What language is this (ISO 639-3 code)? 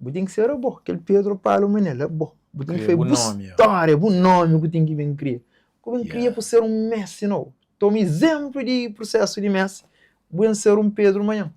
kea